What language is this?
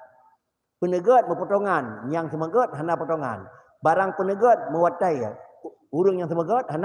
Achinese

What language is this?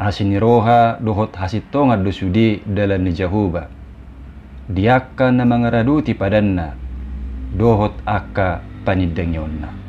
Batak Toba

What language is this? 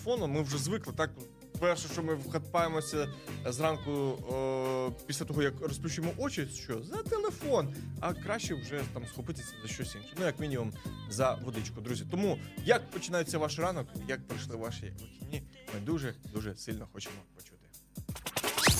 Ukrainian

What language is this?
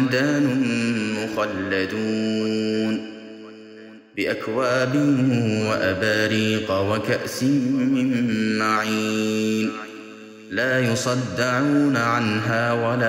Arabic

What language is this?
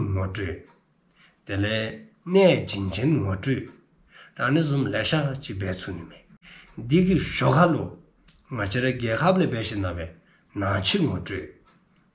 Dzongkha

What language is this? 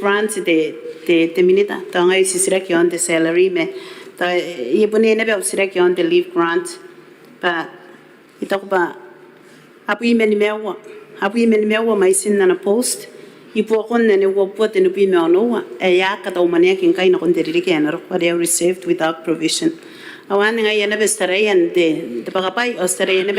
Gilbertese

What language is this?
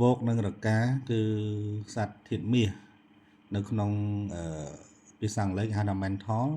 Khmer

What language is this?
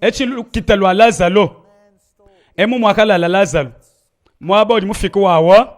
Luba-Lulua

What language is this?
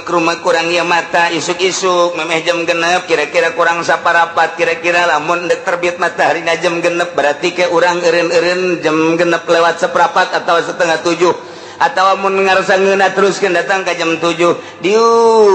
Sundanese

